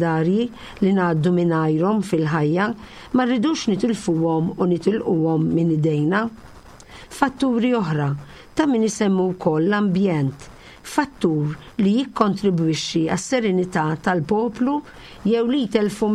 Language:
Maltese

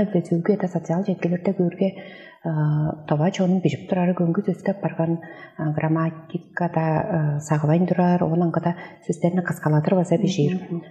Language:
Tuvinian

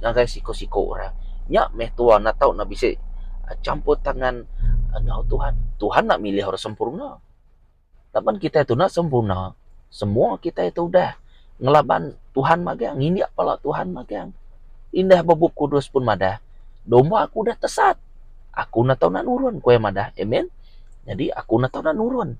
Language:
Iban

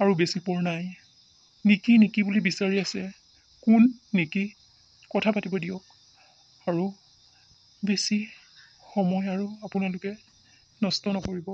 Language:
Assamese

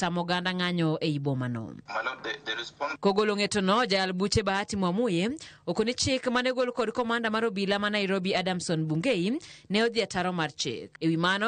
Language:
Luo (Kenya and Tanzania)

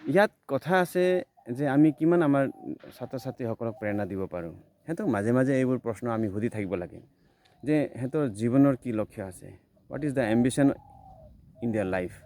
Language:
Assamese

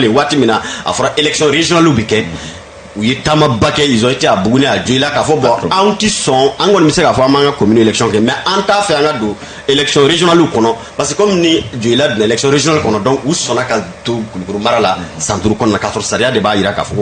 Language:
Bambara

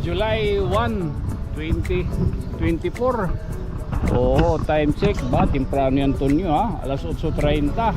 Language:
Waray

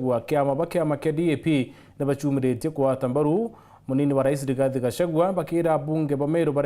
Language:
Meru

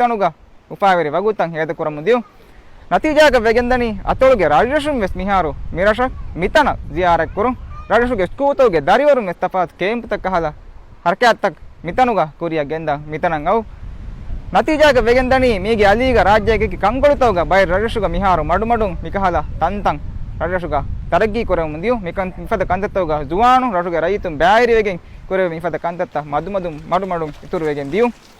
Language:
Divehi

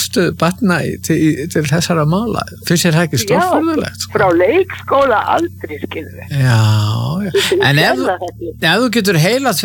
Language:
Icelandic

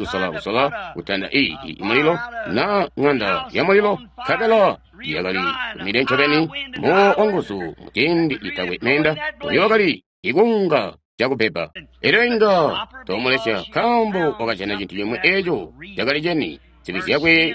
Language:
Tonga (Zambia)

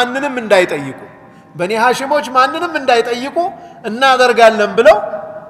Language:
Amharic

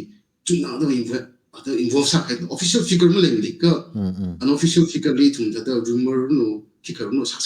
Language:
Tangkhul Naga (India)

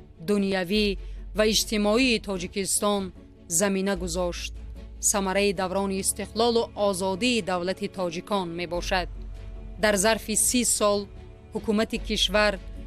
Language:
Tajik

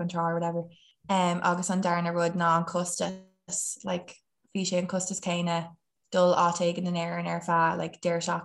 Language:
Irish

